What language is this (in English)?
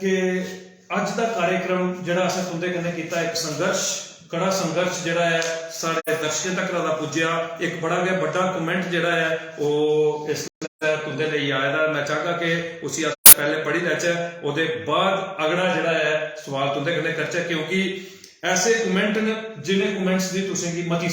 Dogri